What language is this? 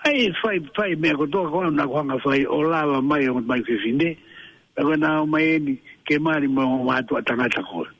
Tongan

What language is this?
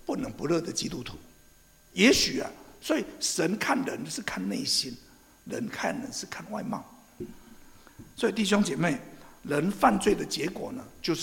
Chinese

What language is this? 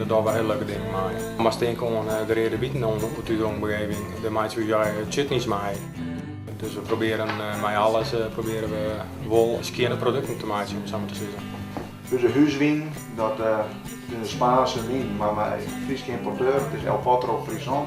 Western Frisian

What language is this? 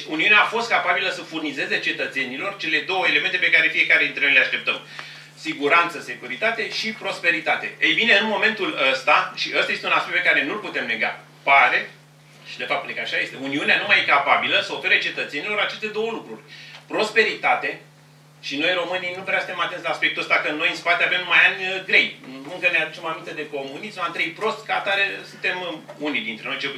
Romanian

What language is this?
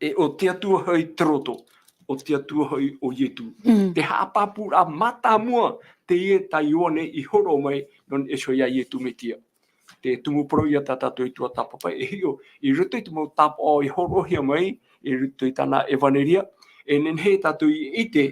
Tahitian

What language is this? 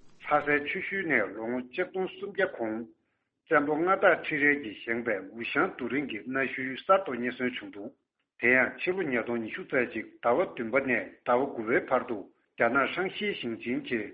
Tibetan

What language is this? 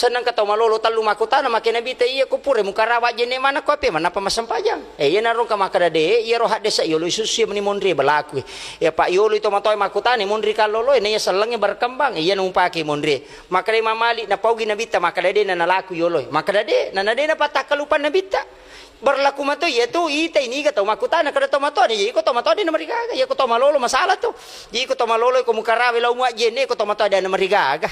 Buginese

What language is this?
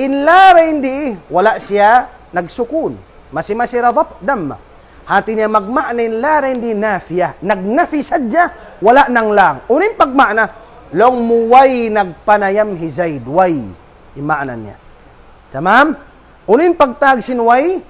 Tausug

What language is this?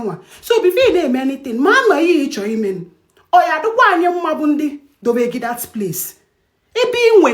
Igbo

